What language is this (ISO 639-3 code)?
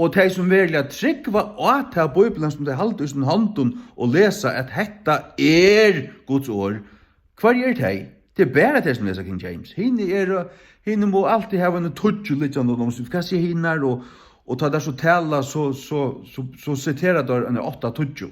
fao